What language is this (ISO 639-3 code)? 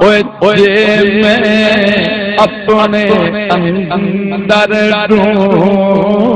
skr